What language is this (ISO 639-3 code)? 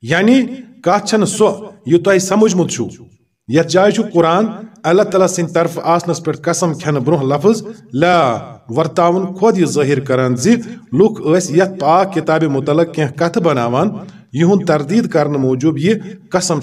kas